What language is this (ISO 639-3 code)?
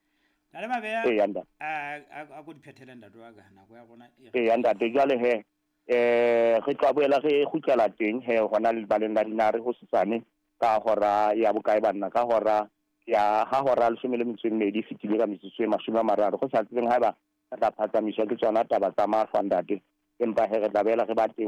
sot